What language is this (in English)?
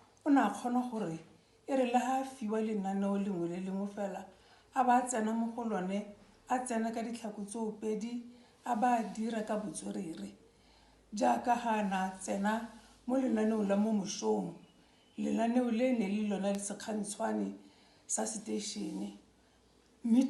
Tswana